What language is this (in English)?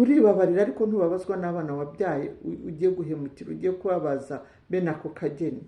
Kinyarwanda